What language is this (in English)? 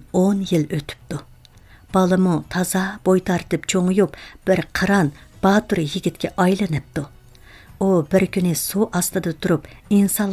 Uyghur